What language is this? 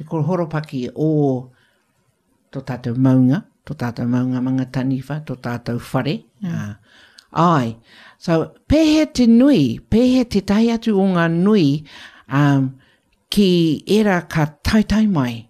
Māori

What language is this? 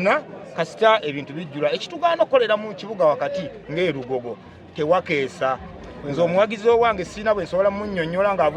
Ganda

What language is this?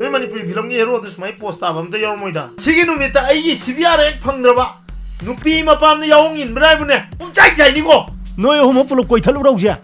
Manipuri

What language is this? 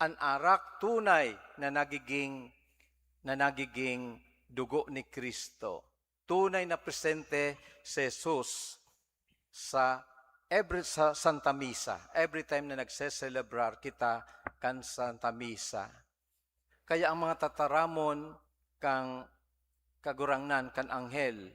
Bikol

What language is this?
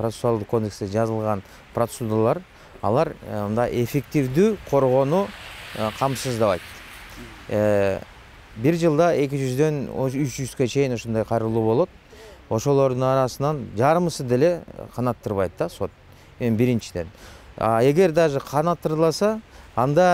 Kyrgyz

